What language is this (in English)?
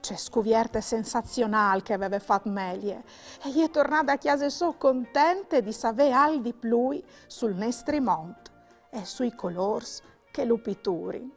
Friulian